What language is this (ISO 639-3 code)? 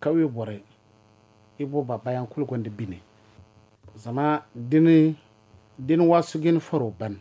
dje